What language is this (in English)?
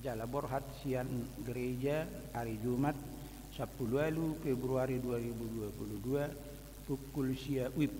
Batak Toba